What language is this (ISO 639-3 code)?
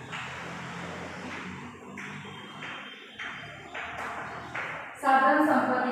guj